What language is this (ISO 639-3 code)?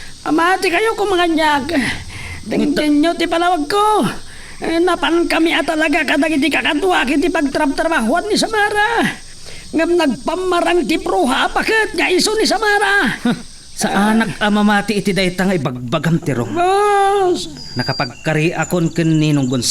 ilo